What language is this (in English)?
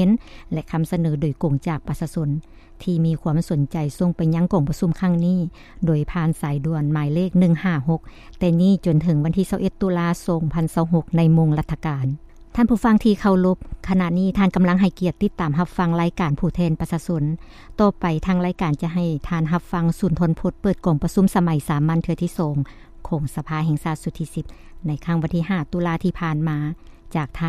Lao